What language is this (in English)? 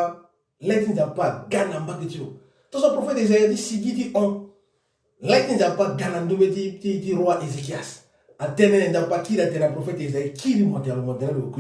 Sango